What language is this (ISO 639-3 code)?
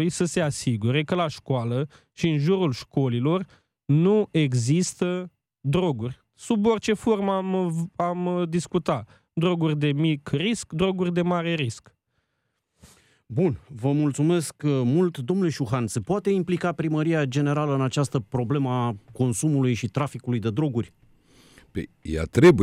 ron